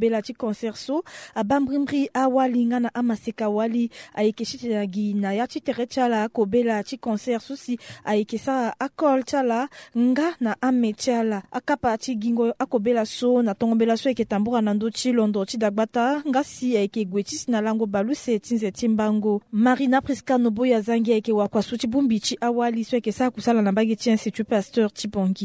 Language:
Sango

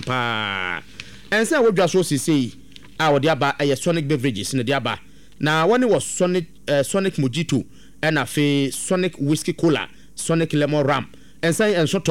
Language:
Akan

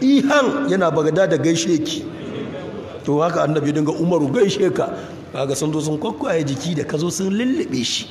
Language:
Hausa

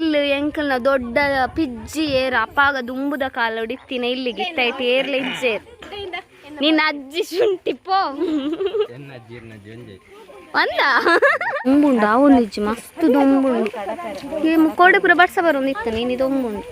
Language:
Tulu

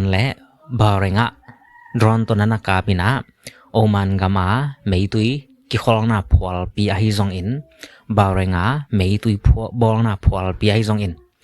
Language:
Tedim Chin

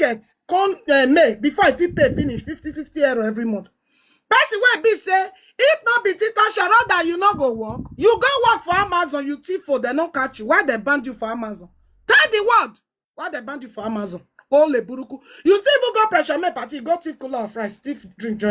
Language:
Nigerian Pidgin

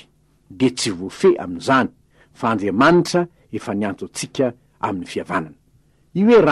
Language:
Malagasy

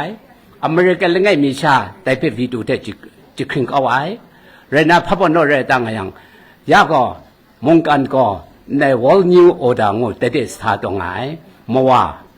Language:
Kachin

